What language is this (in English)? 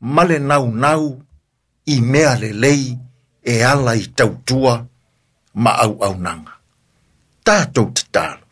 Samoan